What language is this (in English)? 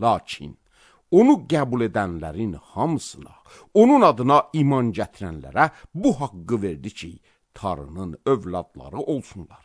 Azerbaijani